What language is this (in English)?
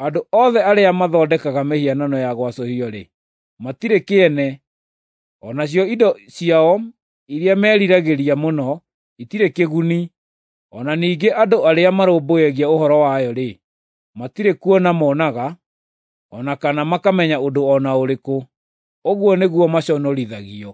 Kikuyu